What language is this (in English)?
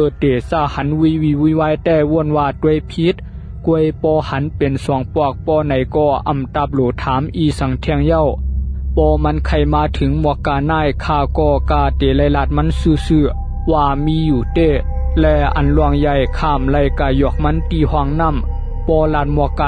Shan